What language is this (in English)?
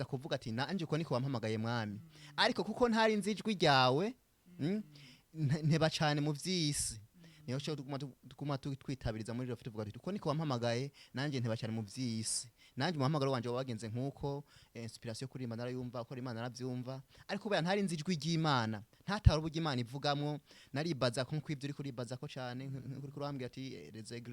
Rundi